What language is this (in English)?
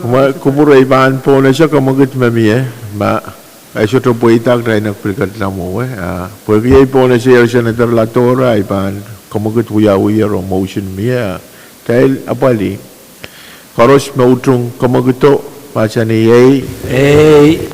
Pohnpeian